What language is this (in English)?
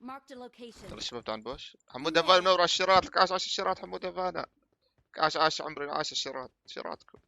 North Levantine Arabic